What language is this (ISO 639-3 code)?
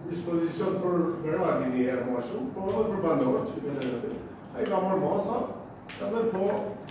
sqi